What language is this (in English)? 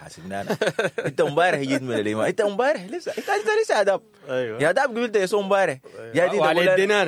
Sudanese Arabic